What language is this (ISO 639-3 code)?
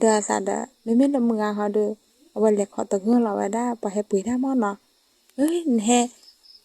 ksw